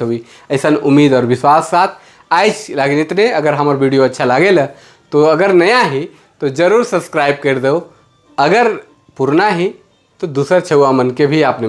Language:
Sadri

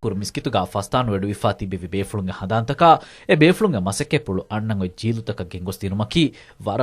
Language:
Divehi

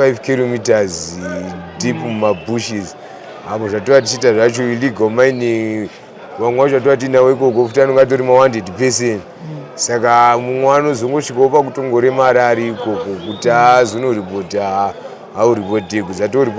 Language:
Shona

